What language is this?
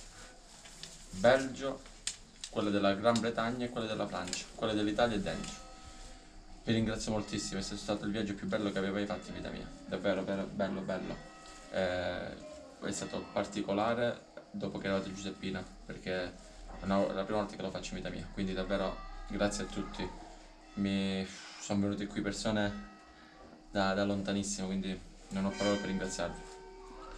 Italian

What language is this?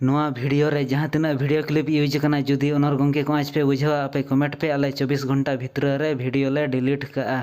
Santali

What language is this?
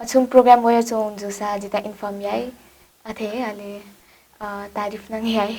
Newari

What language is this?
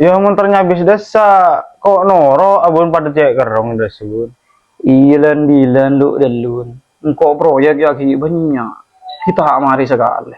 Madurese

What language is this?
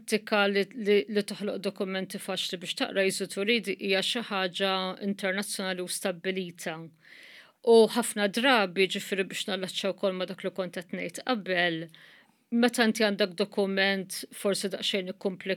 Maltese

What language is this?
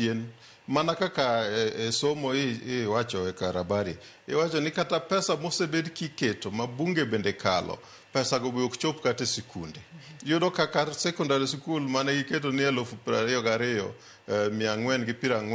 Luo (Kenya and Tanzania)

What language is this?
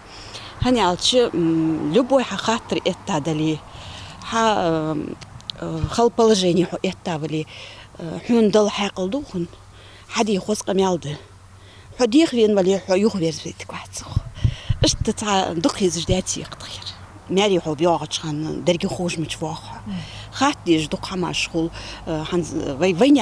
Ingush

